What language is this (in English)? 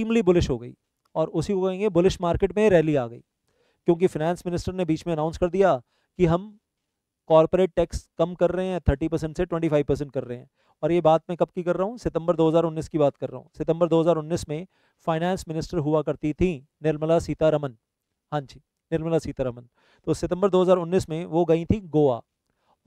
Hindi